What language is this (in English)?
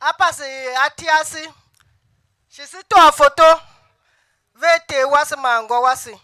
Tiv